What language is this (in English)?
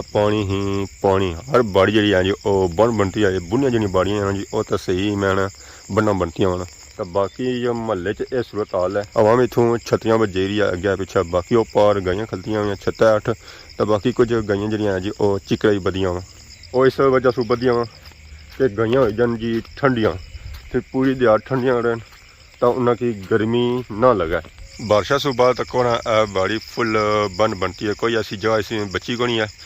Pahari-Potwari